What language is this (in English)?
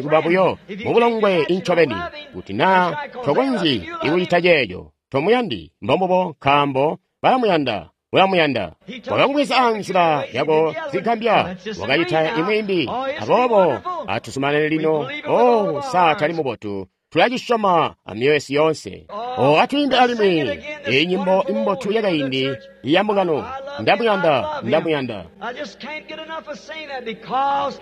Tonga (Zambia)